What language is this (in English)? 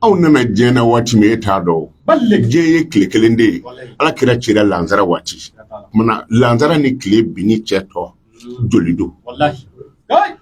Bambara